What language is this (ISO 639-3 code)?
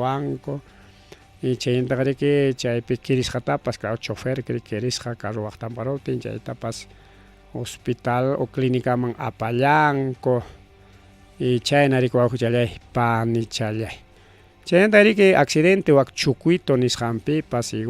quy